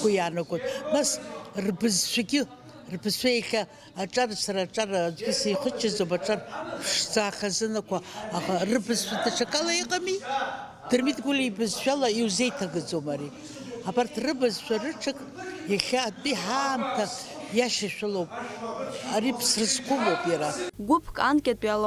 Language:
Abkhazian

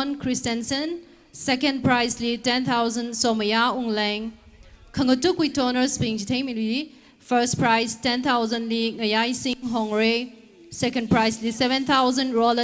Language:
Tangkhul Naga (India)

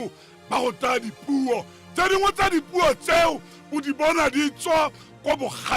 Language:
Tswana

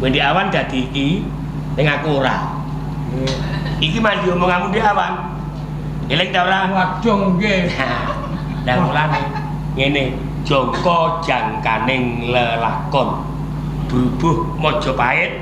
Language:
Javanese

